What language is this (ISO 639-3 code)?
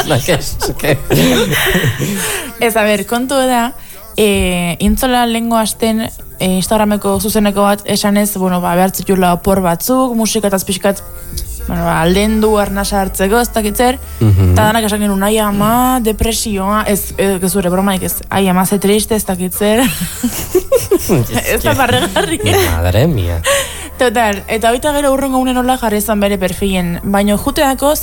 eus